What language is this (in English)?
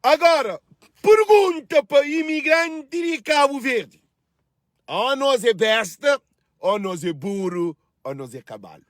Kabuverdianu